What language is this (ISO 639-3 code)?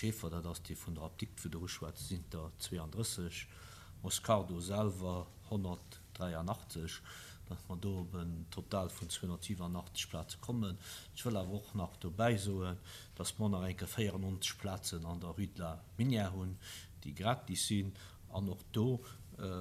ltz